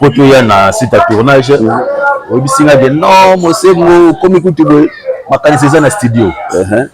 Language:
Lingala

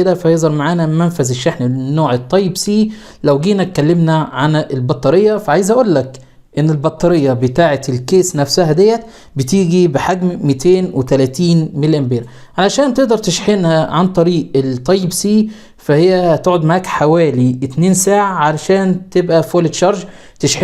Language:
Egyptian Arabic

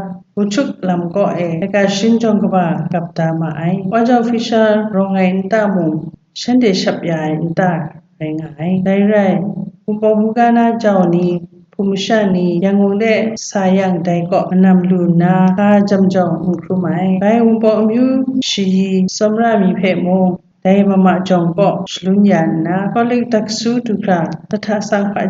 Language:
Kachin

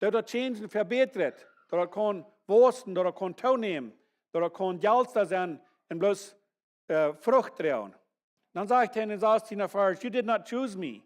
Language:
Plautdietsch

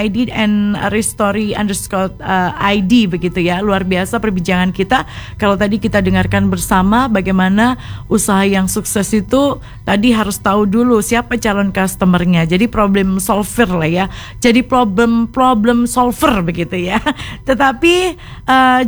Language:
Indonesian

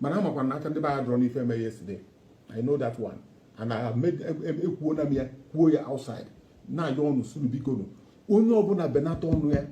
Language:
Igbo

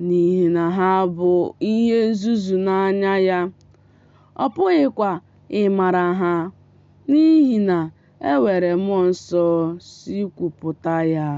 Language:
Igbo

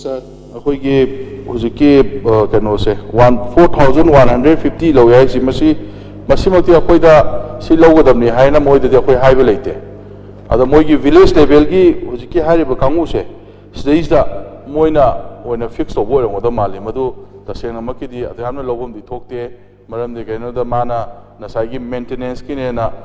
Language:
Manipuri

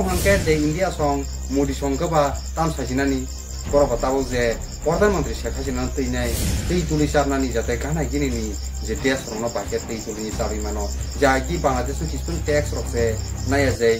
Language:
Kok Borok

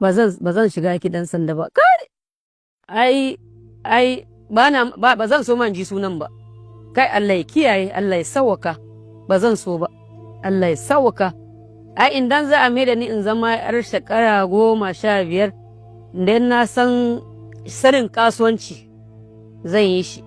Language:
Hausa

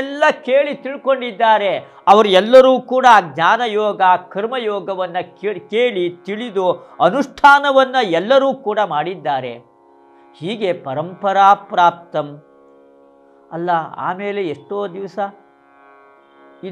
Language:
Kannada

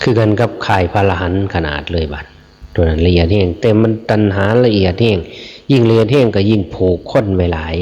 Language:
Northeastern Thai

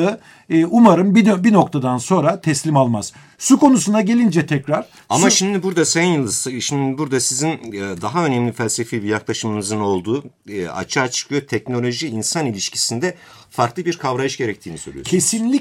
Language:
Turkish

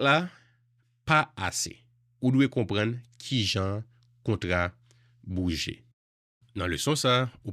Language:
Haitian Creole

